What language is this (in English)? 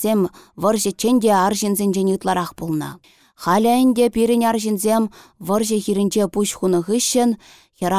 Chuvash